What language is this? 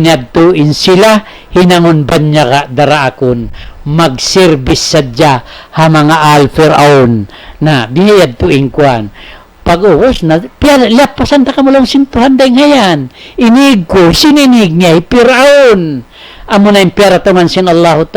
Tausug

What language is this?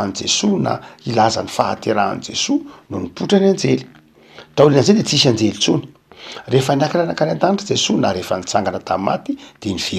Malagasy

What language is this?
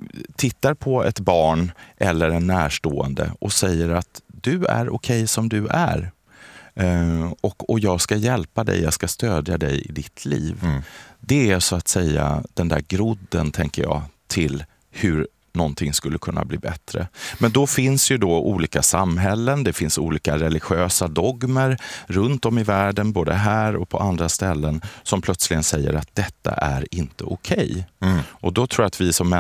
Swedish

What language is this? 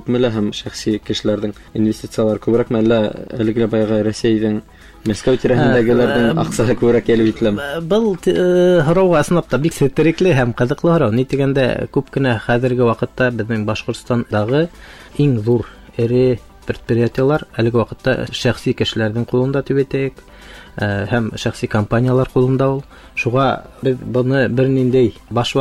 Bashkir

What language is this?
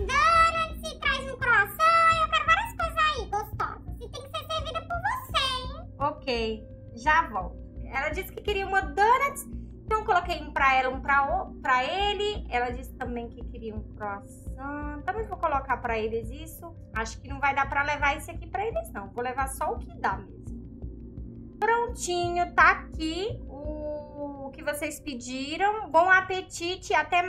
Portuguese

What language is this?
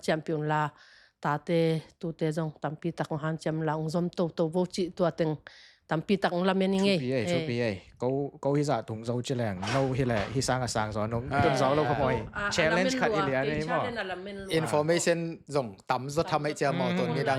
Tedim Chin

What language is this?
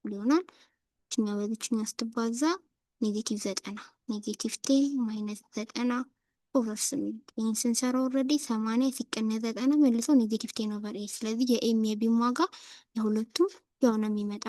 Amharic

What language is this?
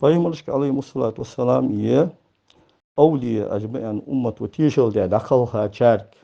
Ingush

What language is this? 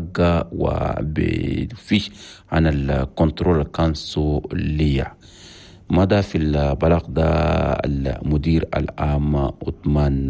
Chadian Arabic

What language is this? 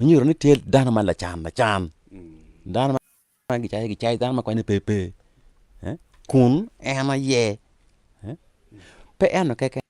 Acoli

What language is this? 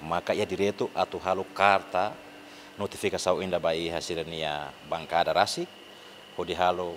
Tetum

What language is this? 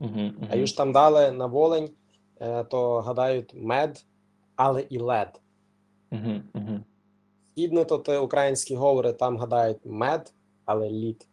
Rusyn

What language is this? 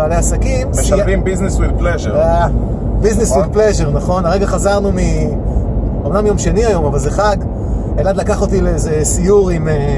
Hebrew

